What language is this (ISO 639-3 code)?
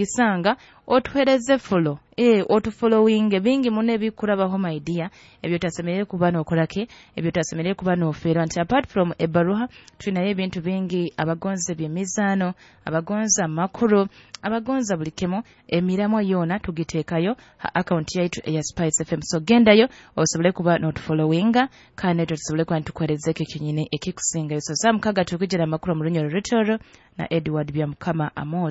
nyo